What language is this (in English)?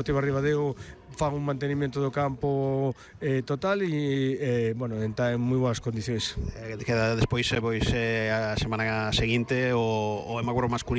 Galician